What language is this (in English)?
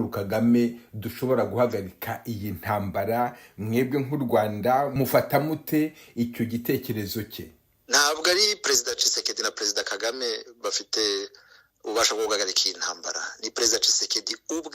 Kinyarwanda